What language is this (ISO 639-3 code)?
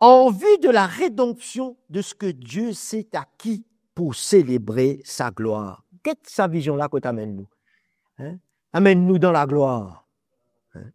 mfe